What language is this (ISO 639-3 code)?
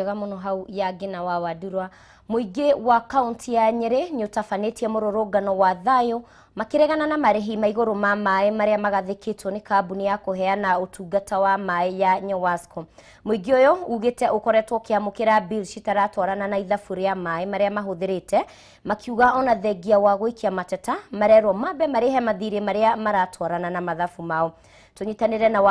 kik